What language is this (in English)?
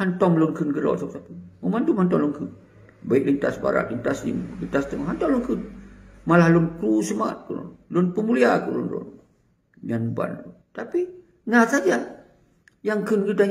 Achinese